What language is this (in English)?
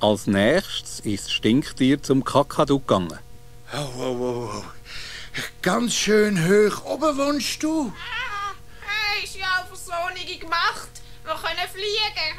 Swiss German